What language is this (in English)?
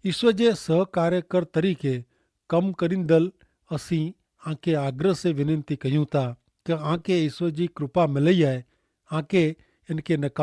Kachhi